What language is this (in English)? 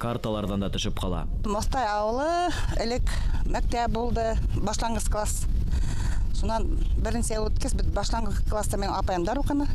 Bashkir